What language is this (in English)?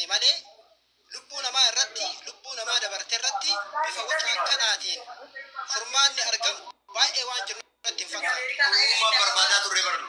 Oromo